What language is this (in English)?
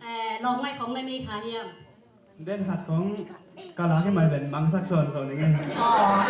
Tedim Chin